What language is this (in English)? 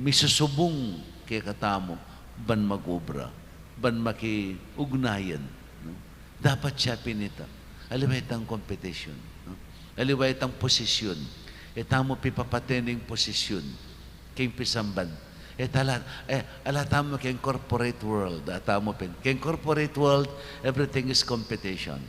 Pampanga